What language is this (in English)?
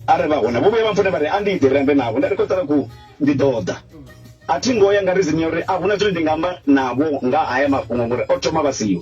Venda